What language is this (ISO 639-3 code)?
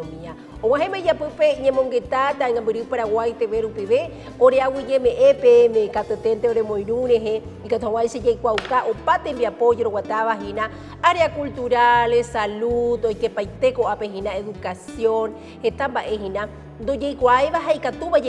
grn